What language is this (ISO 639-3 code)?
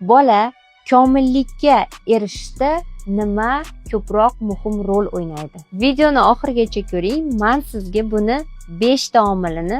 uzb